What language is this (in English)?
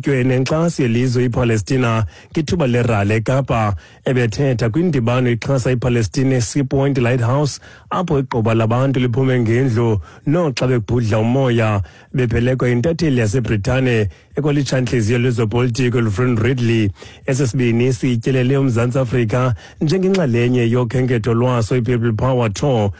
Xhosa